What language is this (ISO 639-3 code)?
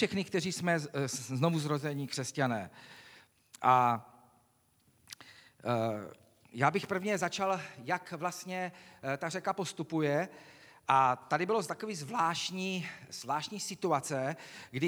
ces